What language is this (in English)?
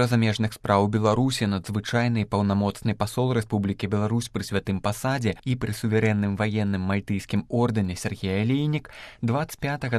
Belarusian